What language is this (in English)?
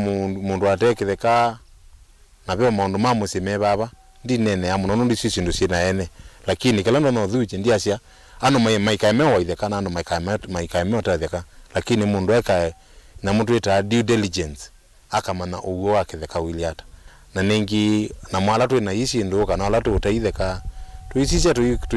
Kamba